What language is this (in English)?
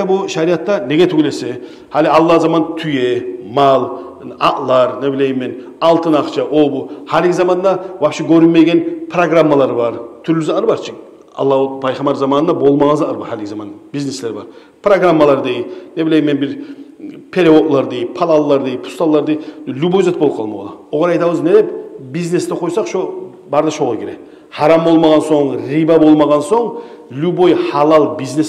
Kumyk